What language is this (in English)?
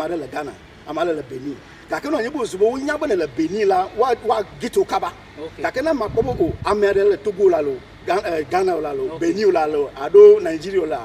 Ewe